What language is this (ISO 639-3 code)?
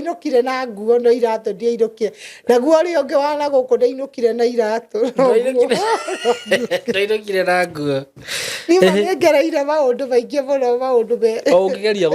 kik